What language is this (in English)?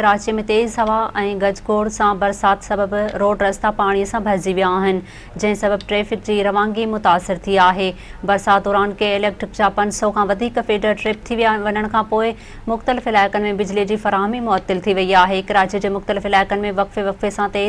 Sindhi